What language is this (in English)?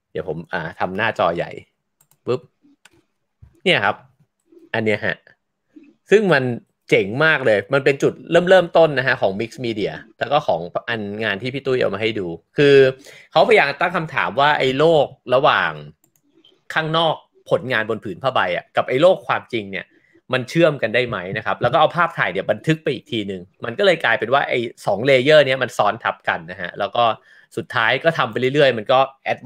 Thai